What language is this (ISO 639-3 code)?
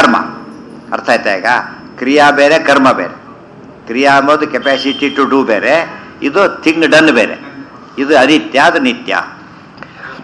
kan